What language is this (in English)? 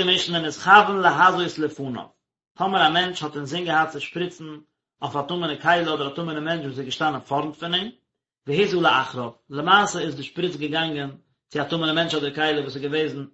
Yiddish